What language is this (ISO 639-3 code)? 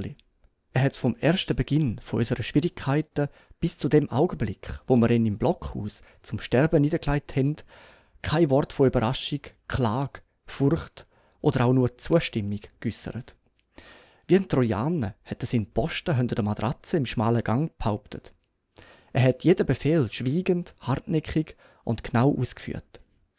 gsw